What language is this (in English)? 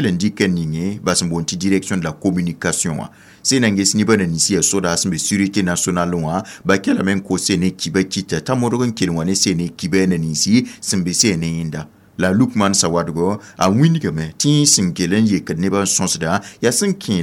Mossi